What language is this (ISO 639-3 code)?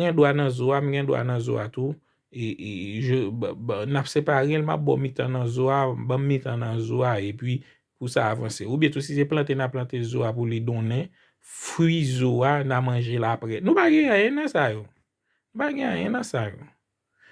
hat